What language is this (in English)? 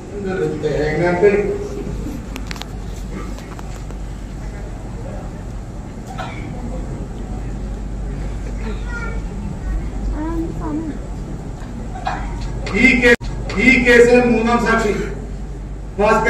Malayalam